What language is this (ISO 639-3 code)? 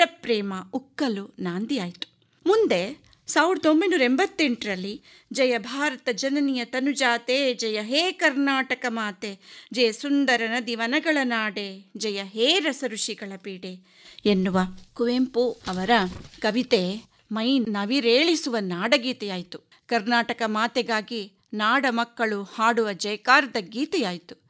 kan